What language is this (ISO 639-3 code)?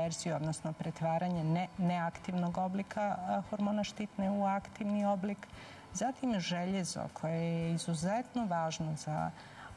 hrv